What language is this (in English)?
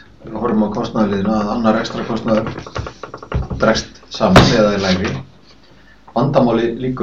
Icelandic